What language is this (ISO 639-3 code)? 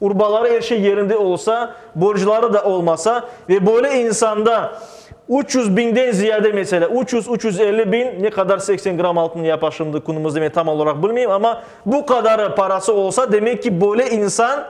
crh